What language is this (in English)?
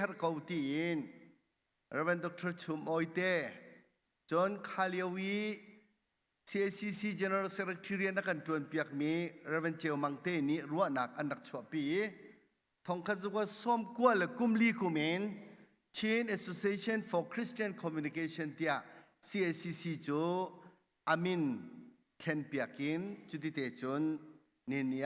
Hakha Chin